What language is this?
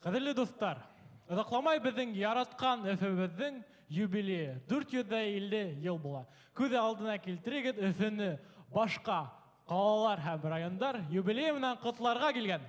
Bashkir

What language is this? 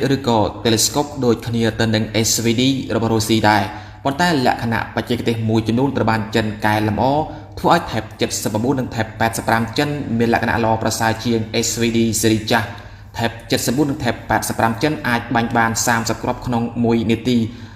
Khmer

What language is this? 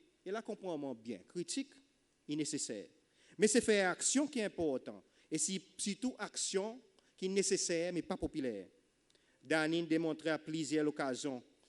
Seselwa Creole French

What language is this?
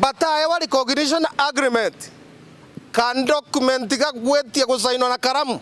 Meru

